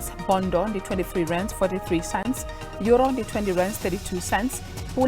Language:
Venda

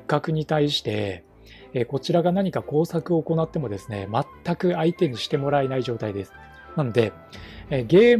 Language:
Japanese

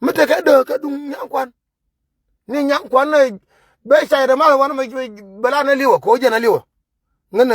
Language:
Nuer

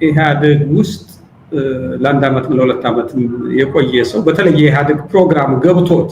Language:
Amharic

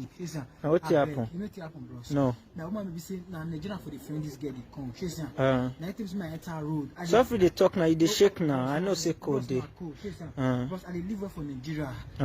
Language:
Nigerian Pidgin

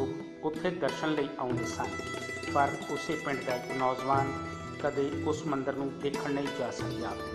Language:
Punjabi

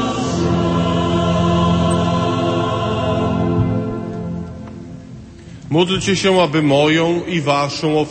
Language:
Polish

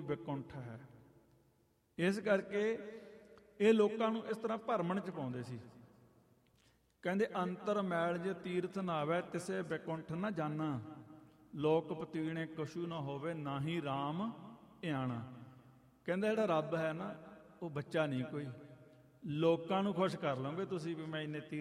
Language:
Punjabi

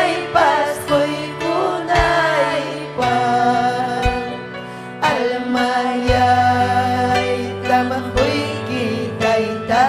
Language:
Ayacucho Quechua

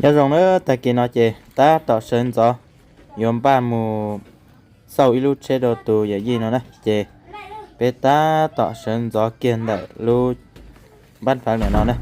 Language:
Hmong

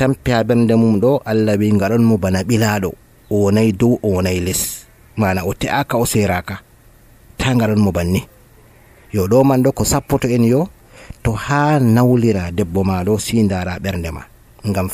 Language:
Nigerian Fulfulde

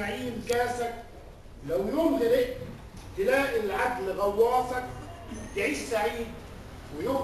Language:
Egyptian Arabic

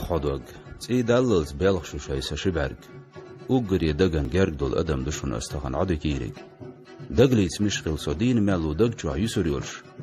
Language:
Chechen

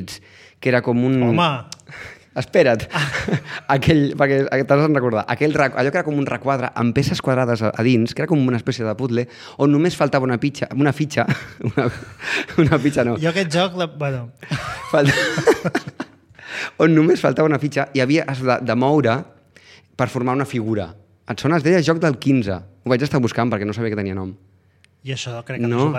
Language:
Catalan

